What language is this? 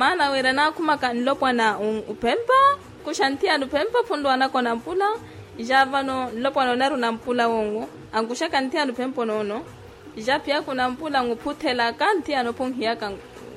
Makhuwa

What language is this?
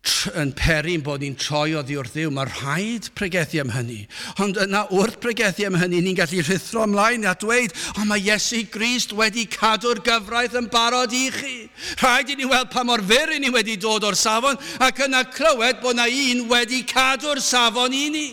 Welsh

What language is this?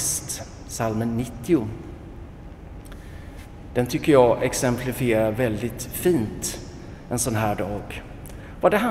Swedish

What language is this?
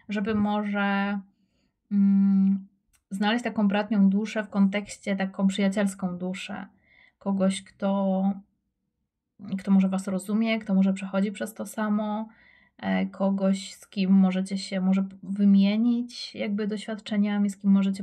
Polish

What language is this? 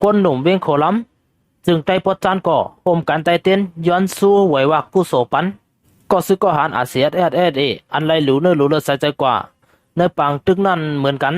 Shan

